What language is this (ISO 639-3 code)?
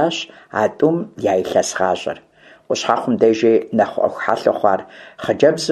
kbd